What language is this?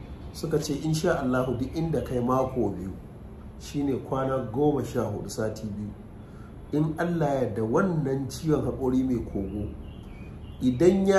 Hausa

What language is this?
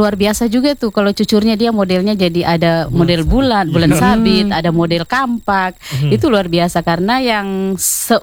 Indonesian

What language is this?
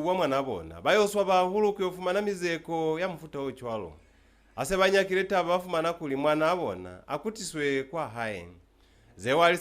Lozi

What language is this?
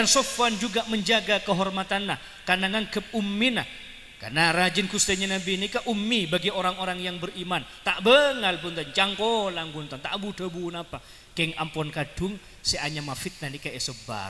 Madurese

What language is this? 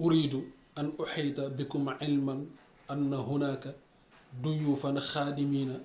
Wolof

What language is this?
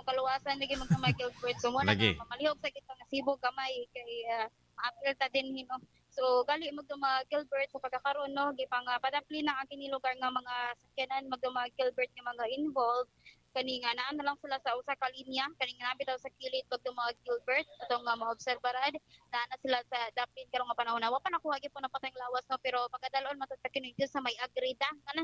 Cebuano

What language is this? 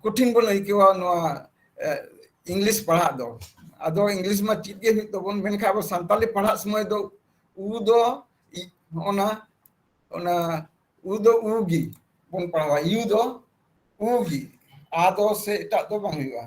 Santali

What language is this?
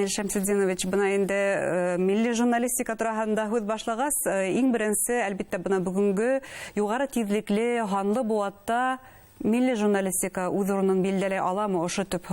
Bashkir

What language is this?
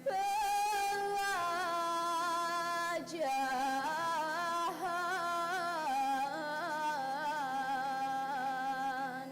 Balinese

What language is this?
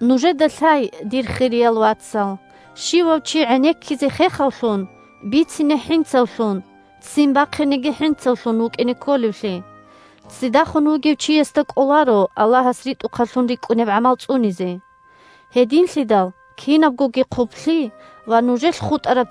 Avaric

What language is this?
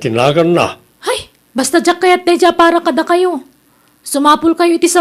Iloko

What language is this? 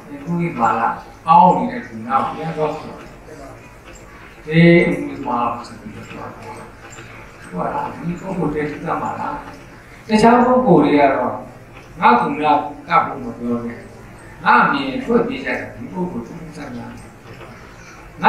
Burmese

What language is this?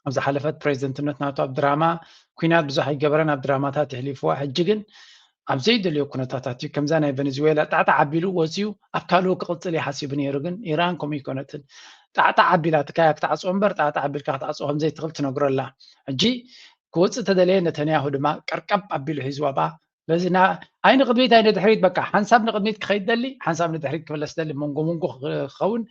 Tigrinya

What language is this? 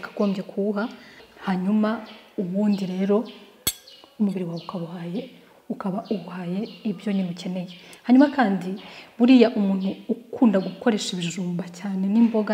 Kinyarwanda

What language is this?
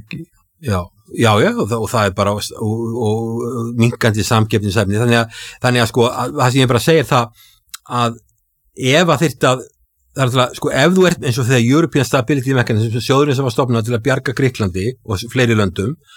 Icelandic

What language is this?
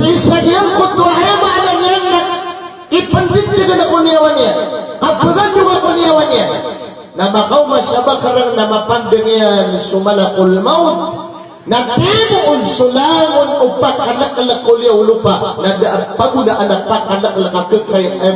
Maranao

